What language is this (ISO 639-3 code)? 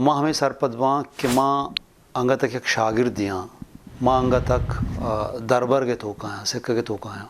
bgp